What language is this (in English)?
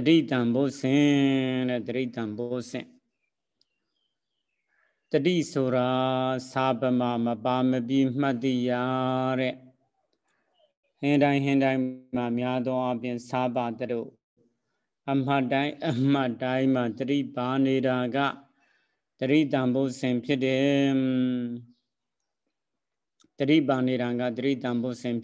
Burmese